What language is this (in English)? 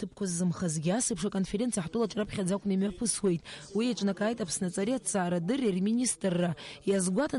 Abkhazian